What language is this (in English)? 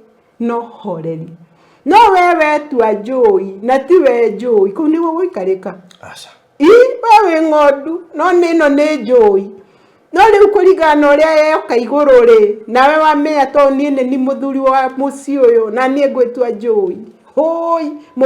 Kikuyu